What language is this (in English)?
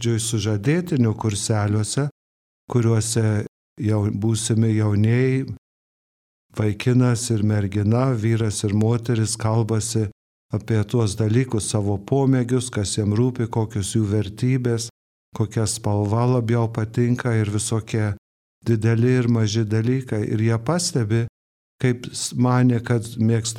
Lithuanian